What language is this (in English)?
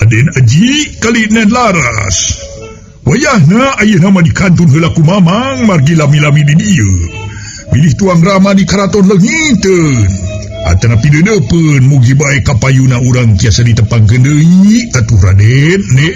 Sundanese